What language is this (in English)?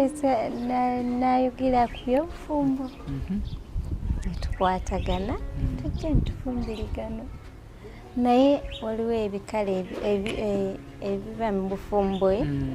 Ganda